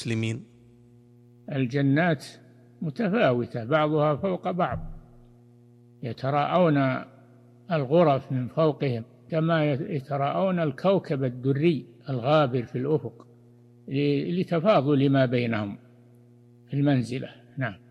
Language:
Arabic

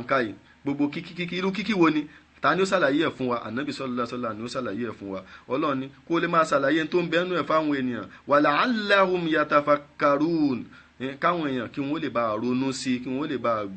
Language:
Yoruba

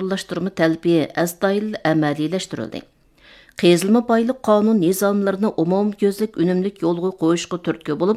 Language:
Uyghur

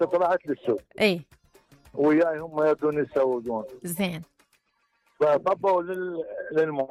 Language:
Mesopotamian Arabic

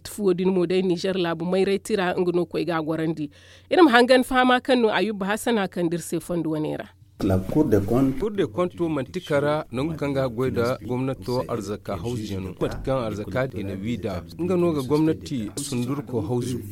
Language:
Zarma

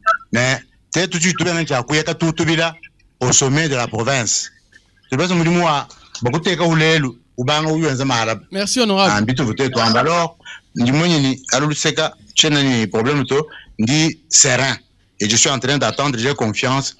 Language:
Luba-Lulua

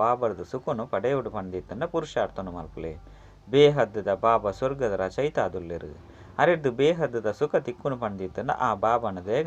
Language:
Tulu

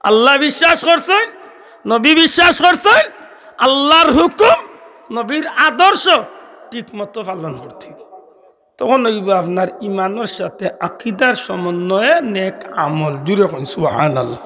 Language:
Sylheti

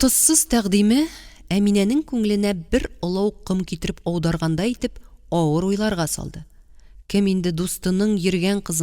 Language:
Tatar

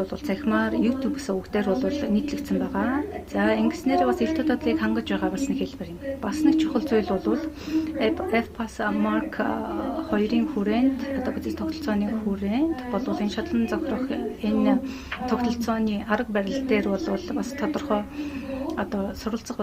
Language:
Mongolian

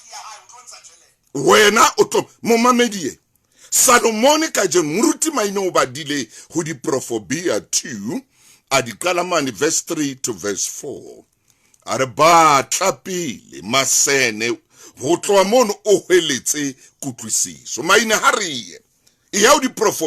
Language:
Southern Sotho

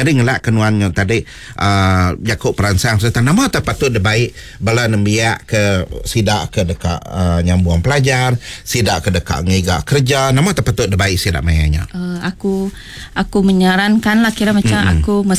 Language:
Iban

